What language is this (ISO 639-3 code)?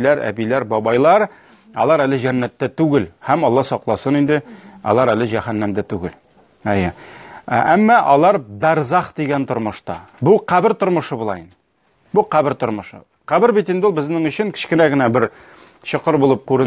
tat